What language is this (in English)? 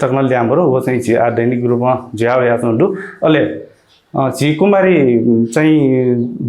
Newari